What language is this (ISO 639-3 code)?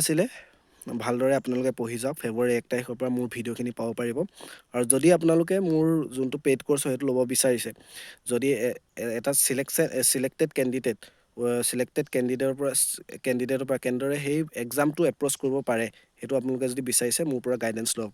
asm